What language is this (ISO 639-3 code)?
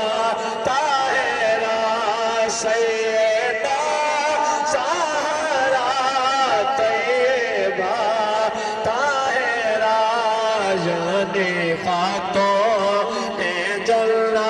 urd